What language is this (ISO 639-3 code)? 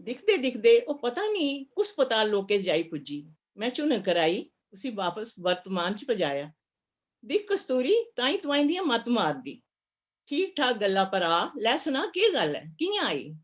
doi